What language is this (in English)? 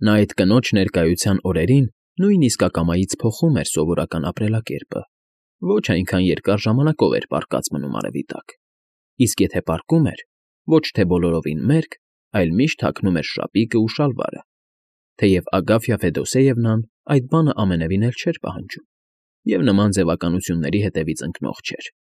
Armenian